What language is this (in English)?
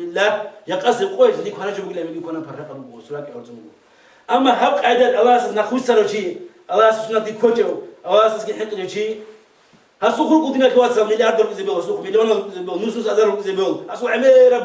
Avaric